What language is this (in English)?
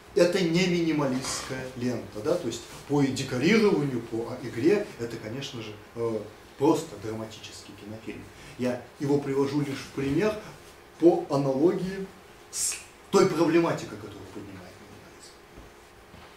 Russian